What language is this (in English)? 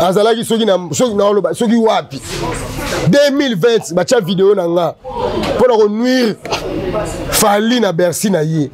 Lingala